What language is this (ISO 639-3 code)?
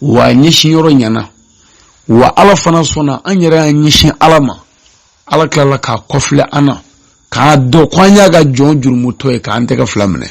bam